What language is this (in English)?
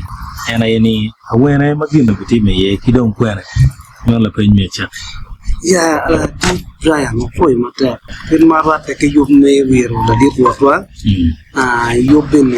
Acoli